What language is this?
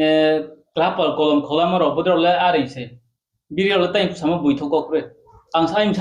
Riang (India)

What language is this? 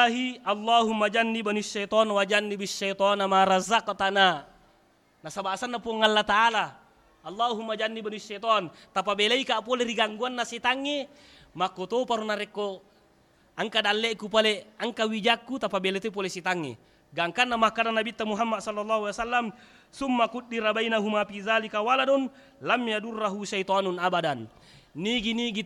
Buginese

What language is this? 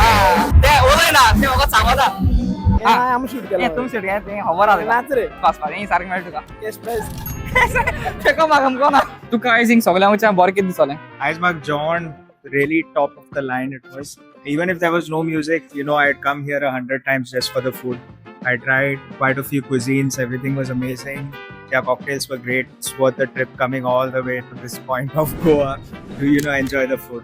Konkani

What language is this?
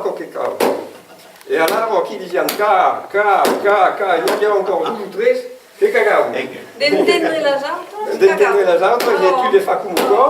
Occitan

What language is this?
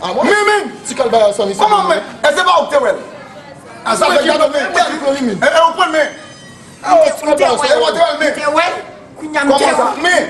Haitian Creole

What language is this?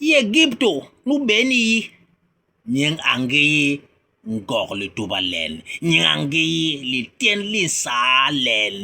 Basaa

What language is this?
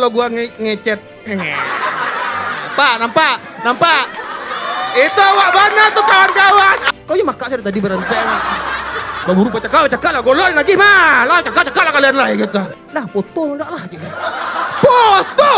Minangkabau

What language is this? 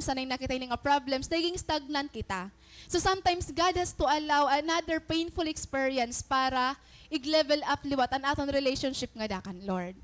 Waray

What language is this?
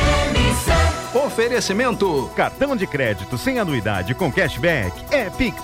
Portuguese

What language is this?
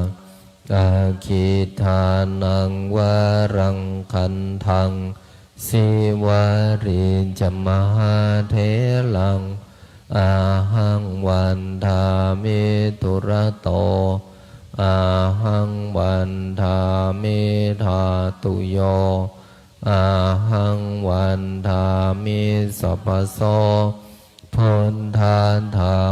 Pali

